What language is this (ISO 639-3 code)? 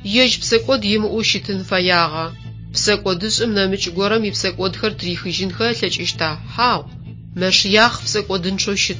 ady